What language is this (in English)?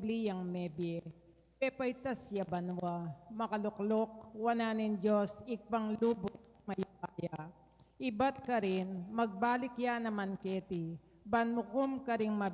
Pampanga